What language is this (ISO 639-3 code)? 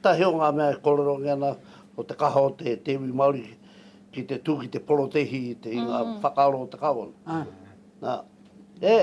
mri